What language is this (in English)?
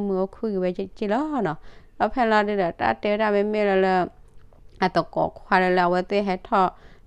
S'gaw Karen